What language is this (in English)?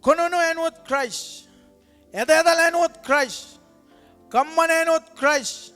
Marshallese